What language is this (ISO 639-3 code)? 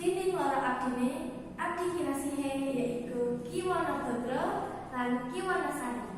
jav